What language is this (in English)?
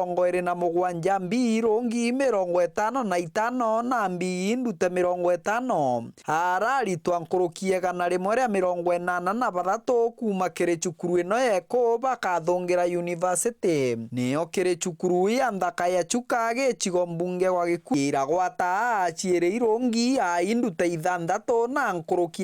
Meru